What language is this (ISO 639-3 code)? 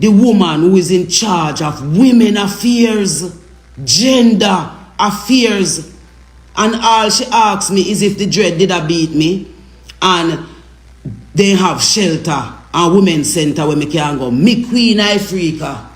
jam